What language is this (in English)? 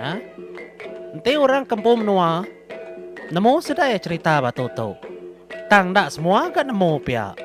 Iban